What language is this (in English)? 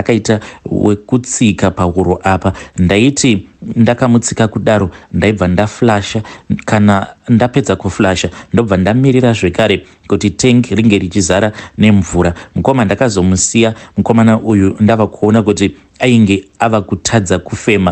Shona